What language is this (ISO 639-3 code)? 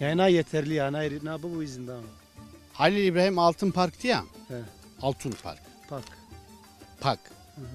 zza